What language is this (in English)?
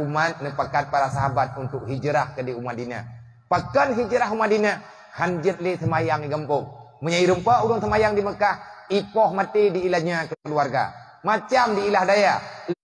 Achinese